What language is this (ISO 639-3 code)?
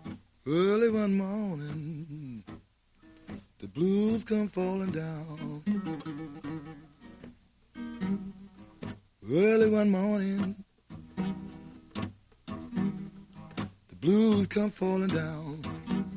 fra